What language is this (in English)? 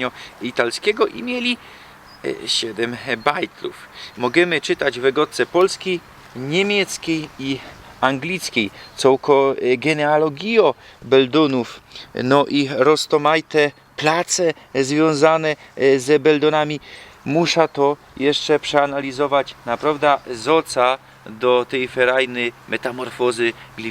Silesian